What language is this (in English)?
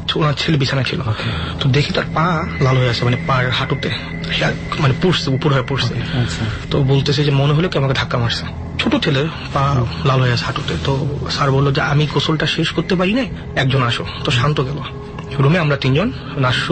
Bangla